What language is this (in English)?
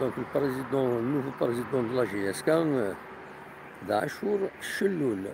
Kabyle